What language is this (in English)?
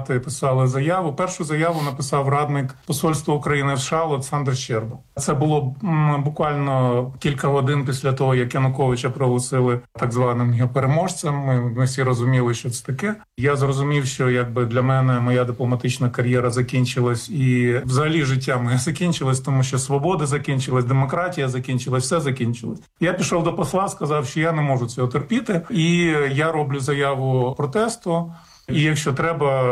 Ukrainian